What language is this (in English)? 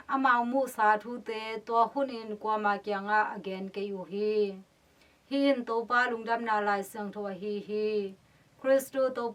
Tedim Chin